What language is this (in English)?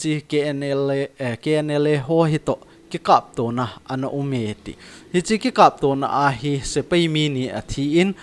Thado Chin